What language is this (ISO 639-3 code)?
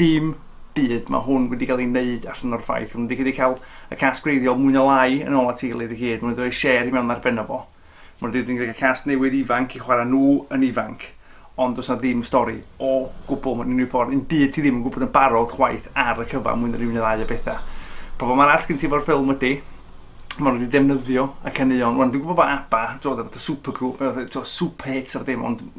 cym